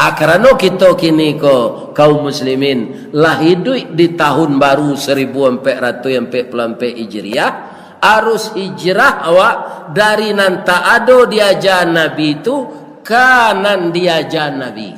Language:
Minangkabau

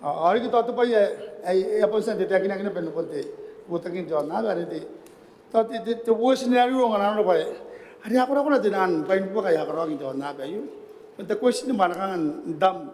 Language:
Gilbertese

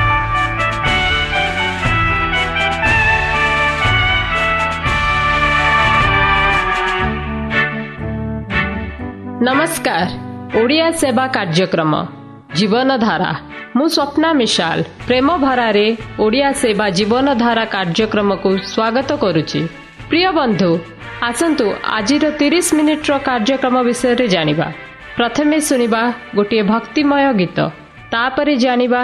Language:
Odia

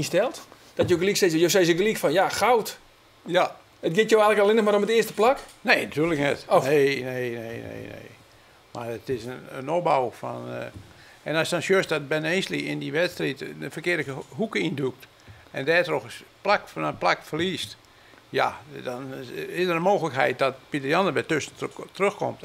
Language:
Western Frisian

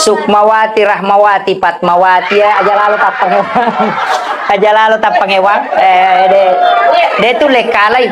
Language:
Buginese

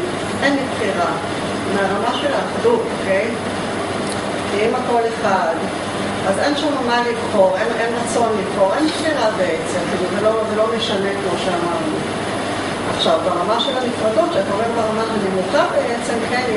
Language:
Hebrew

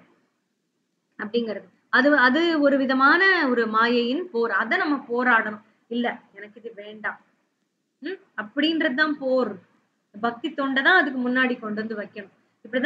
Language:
Tamil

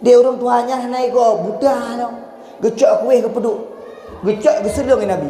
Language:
Achinese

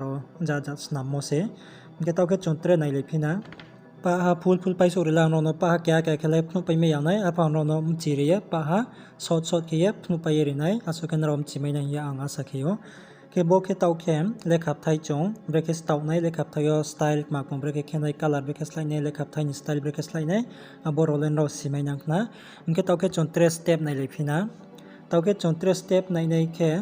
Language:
Riang (India)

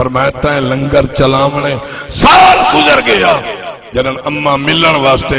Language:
Saraiki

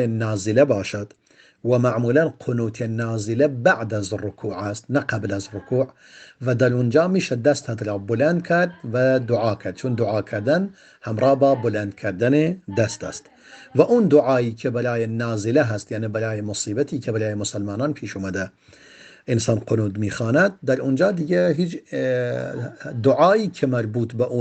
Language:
Persian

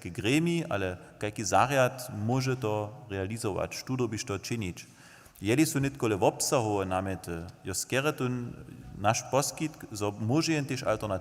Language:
Upper Sorbian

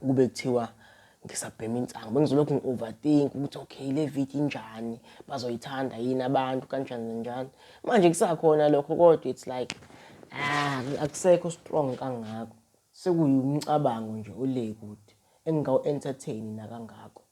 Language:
Zulu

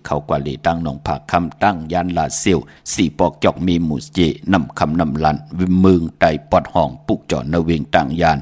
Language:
Shan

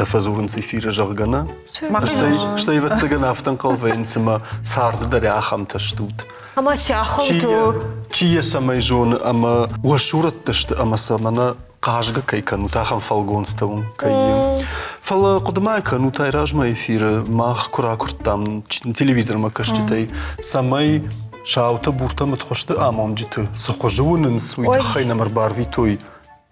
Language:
Ossetic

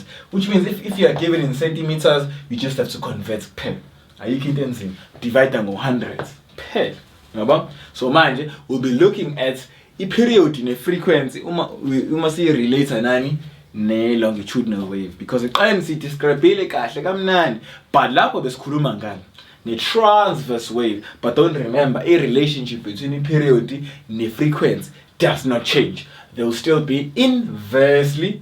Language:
Zulu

